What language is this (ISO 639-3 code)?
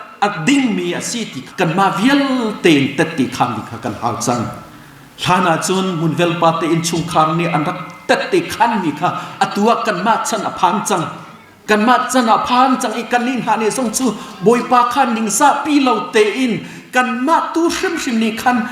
cnh